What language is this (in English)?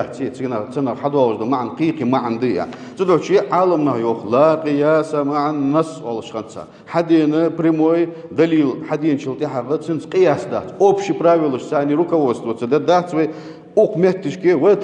Ingush